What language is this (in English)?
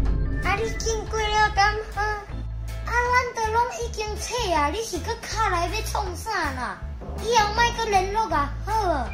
Min Nan Chinese